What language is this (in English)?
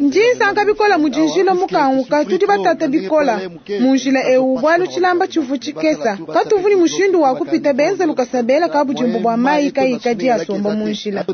Luba-Lulua